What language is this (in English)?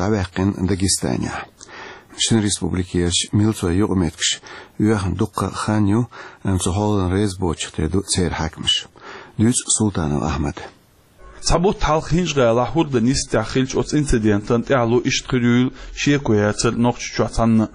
Chechen